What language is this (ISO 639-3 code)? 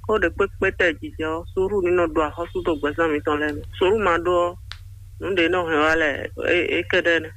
fon